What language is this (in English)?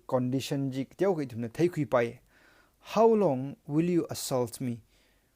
Tangkhul Naga (India)